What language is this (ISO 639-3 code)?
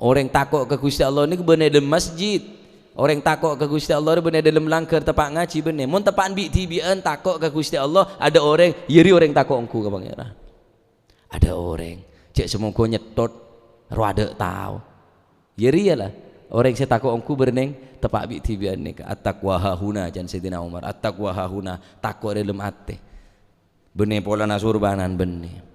mad